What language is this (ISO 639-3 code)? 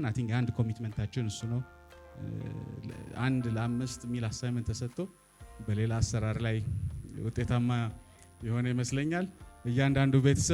amh